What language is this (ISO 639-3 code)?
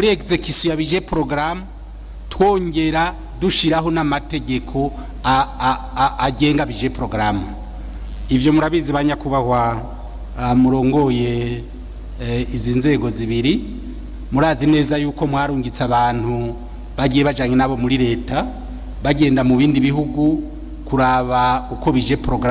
run